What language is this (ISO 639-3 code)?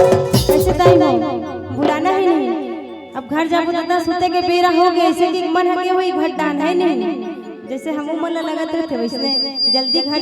hne